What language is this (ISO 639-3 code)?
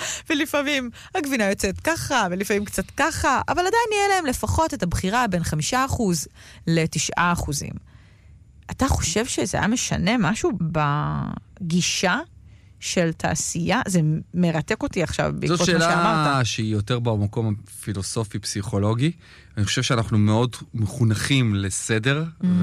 heb